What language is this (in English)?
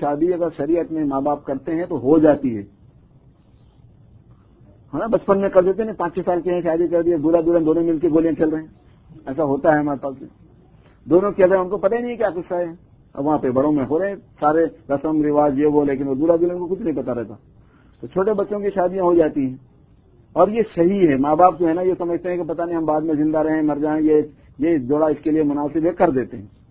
Urdu